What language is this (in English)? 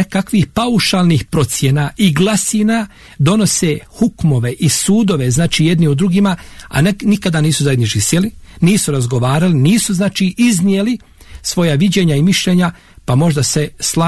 Bosnian